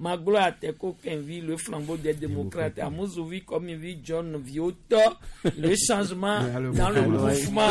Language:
Gen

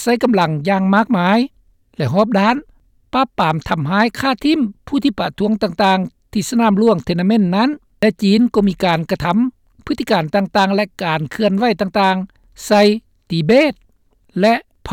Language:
Lao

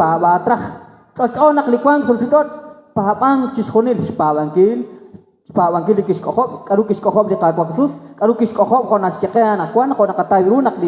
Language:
Kekchí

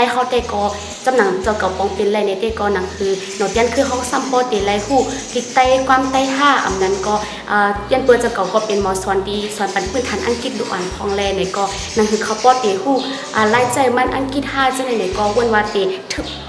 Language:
Shan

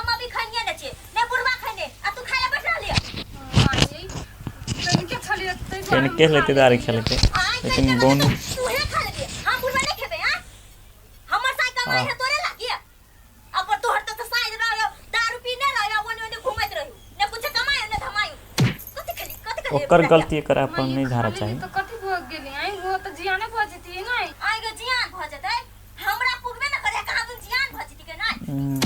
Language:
Maithili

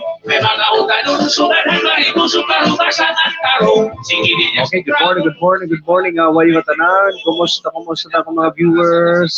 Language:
Waray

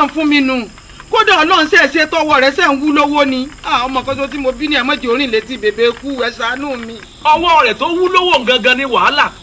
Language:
Yoruba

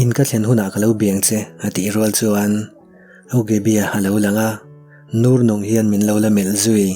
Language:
Mizo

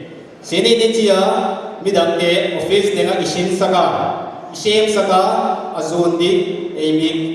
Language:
Paite Chin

